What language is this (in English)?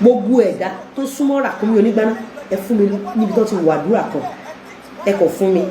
Yoruba